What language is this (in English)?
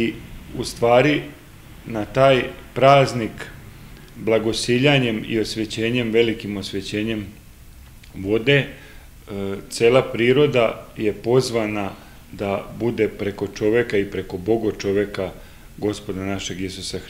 Serbian